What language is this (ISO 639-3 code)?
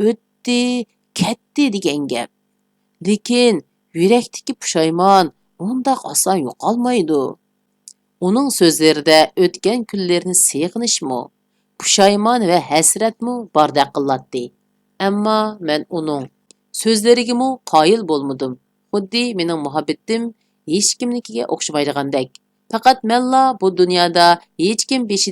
uig